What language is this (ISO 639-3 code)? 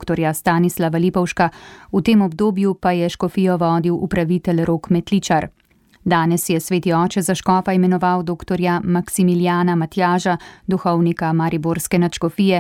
slv